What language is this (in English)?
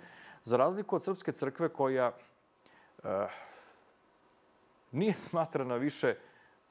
Serbian